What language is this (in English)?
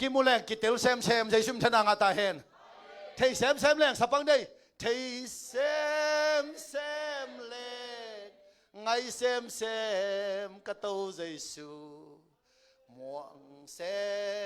Tedim Chin